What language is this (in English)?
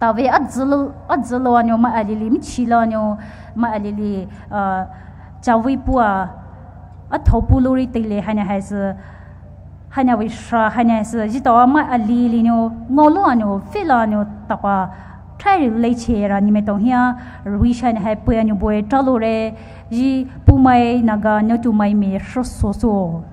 Poumei Naga